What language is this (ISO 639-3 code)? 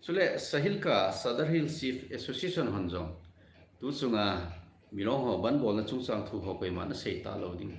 tcz